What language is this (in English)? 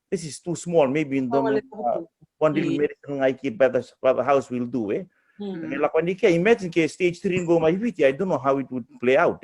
Fijian